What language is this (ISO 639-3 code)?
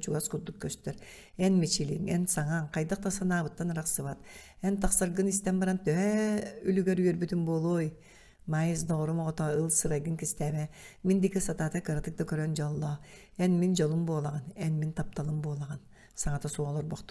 sah